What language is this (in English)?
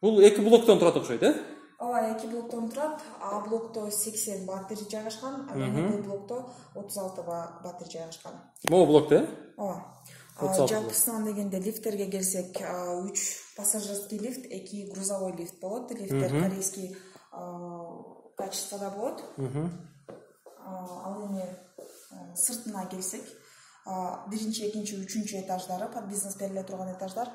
Kyrgyz